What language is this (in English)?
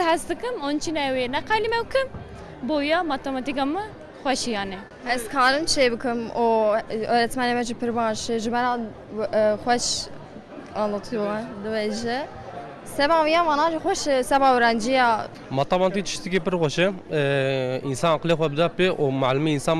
Kurdish